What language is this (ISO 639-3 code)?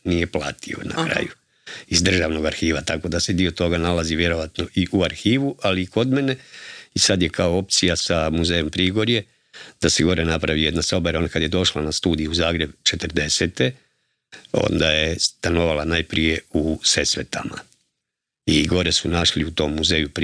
hrv